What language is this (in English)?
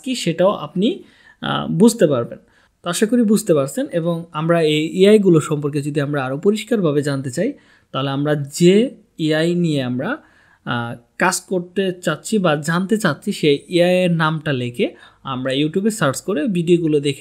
Bangla